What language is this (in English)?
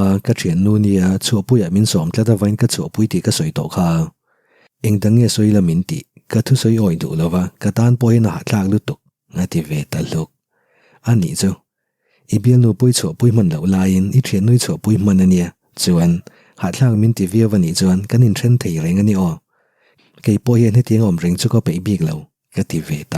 Mizo